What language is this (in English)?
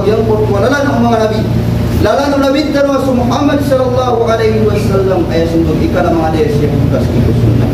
Maranao